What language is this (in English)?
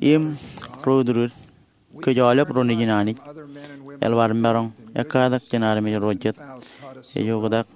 Marshallese